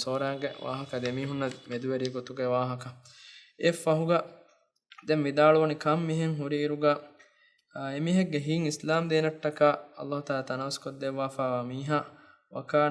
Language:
Divehi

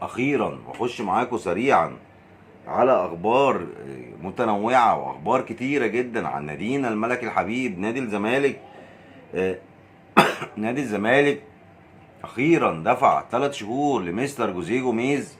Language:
Egyptian Arabic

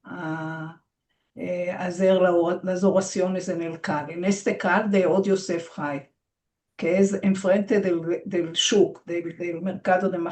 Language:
Ladino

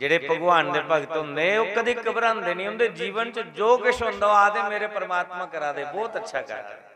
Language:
Dogri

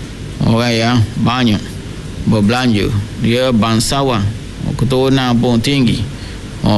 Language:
Malay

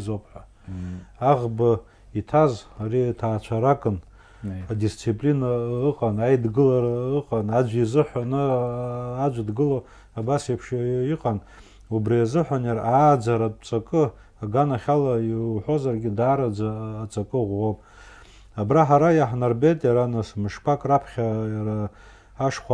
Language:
Abkhazian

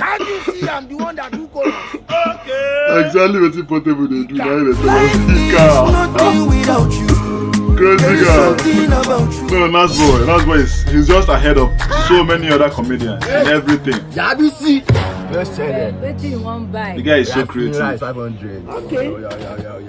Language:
Nigerian Pidgin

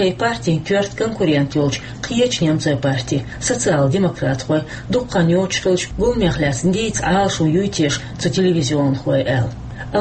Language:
Chechen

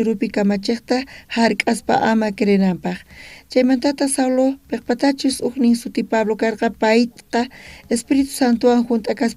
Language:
South Bolivian Quechua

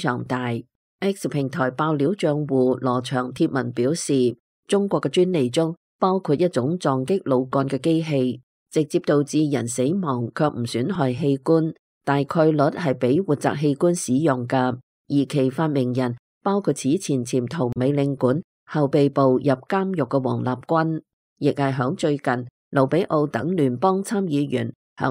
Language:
Cantonese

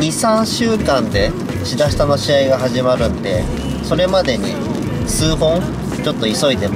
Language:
Japanese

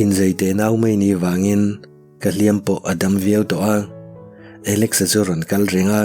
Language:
Mizo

